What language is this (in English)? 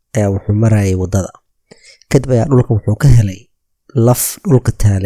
Somali